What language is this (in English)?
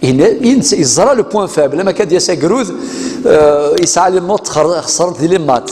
Kabyle